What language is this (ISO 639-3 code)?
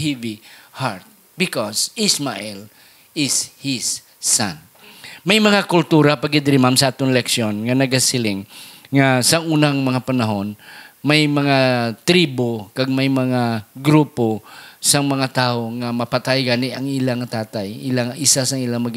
hil